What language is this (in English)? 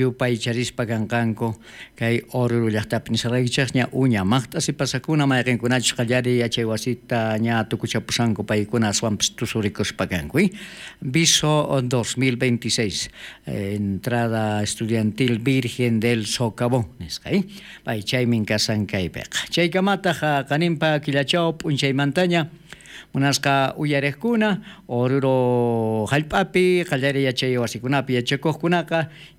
South Bolivian Quechua